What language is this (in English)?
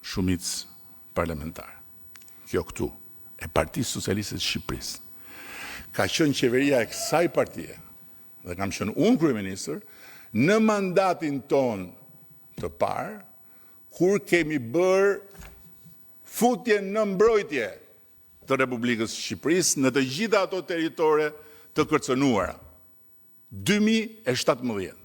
Albanian